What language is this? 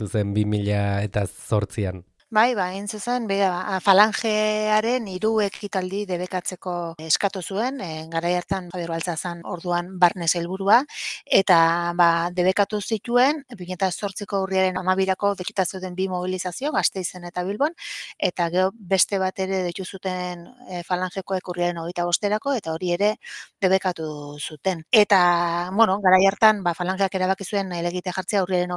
Basque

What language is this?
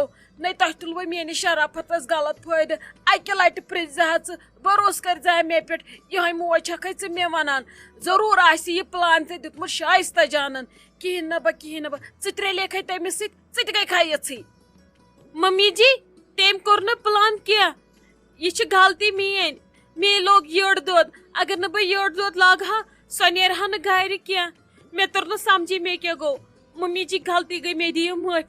Kashmiri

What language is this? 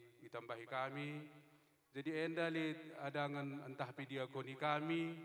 Batak Karo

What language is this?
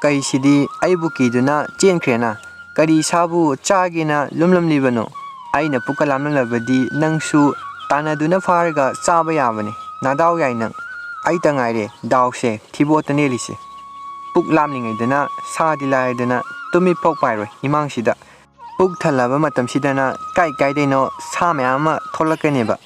Manipuri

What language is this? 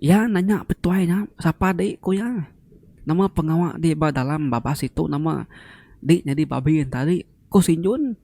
Iban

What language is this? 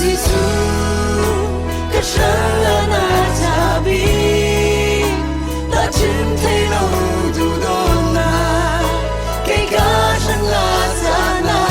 Falam Chin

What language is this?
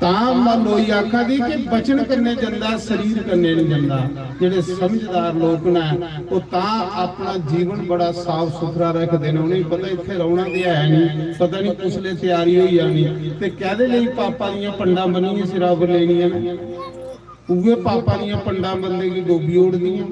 Dogri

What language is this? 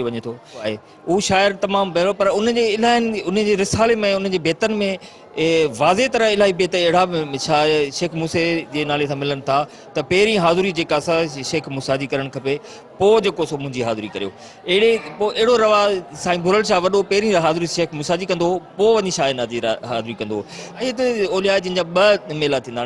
Sindhi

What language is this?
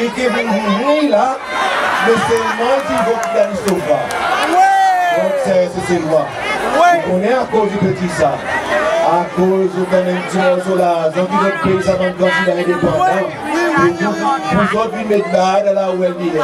Seselwa Creole French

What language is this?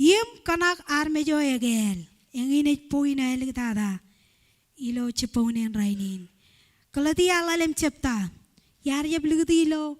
Marshallese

